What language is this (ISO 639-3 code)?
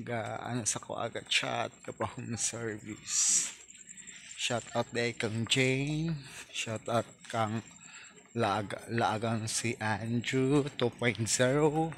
ceb